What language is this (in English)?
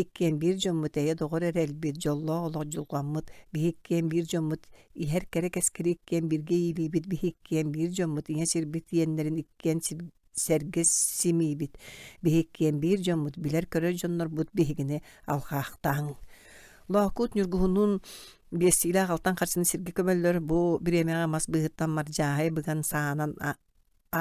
Yakut